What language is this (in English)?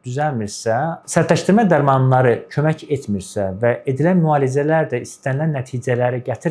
Azerbaijani